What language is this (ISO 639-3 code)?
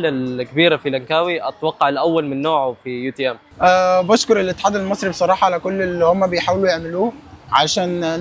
arz